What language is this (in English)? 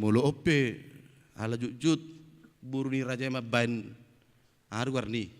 Batak Toba